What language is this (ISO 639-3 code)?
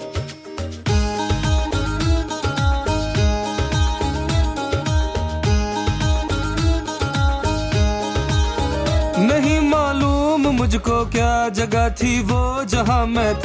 hin